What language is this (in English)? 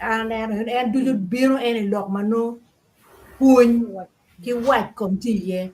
Acoli